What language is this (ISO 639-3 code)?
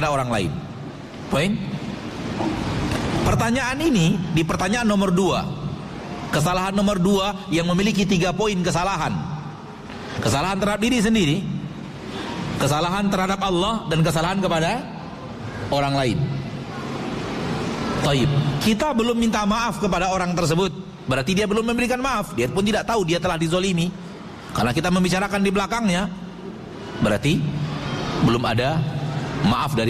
ind